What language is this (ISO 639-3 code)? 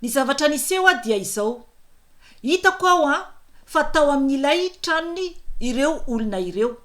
mlg